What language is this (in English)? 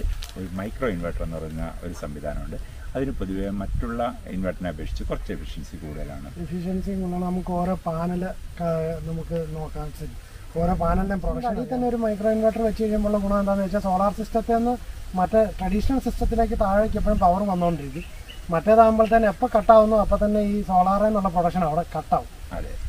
Malayalam